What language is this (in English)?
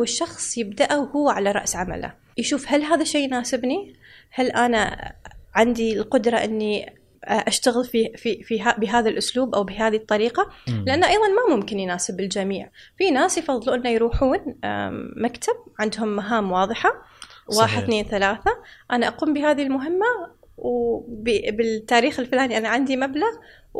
Gulf Arabic